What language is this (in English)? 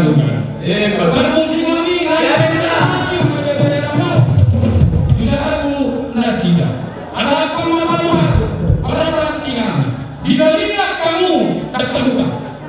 Batak Toba